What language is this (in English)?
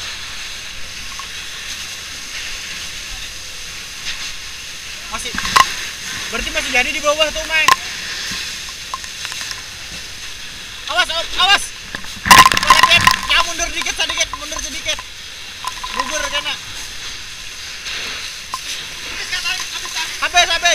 Indonesian